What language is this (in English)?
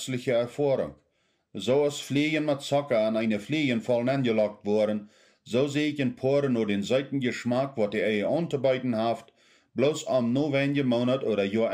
Plautdietsch